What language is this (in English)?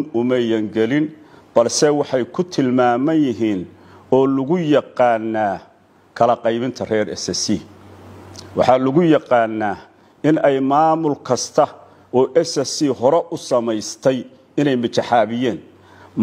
Somali